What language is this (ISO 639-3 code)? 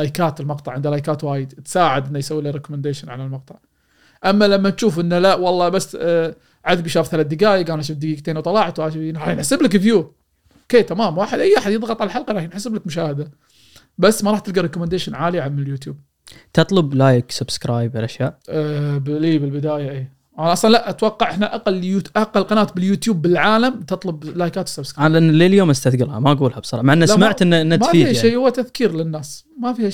afb